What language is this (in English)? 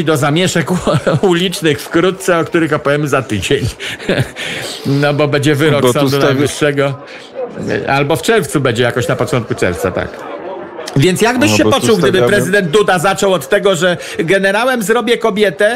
Polish